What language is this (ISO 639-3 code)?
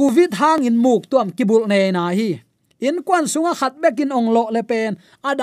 ctd